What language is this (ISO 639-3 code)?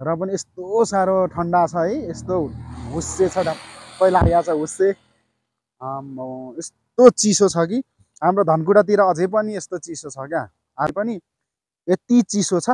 nep